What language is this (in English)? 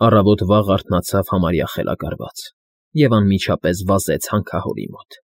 Armenian